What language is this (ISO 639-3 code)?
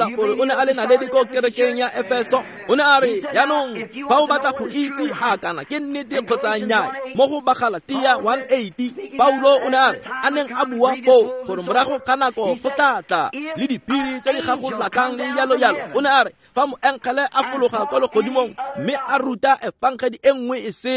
tsn